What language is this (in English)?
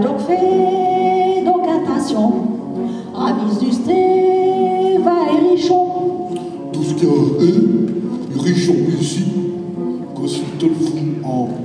Picard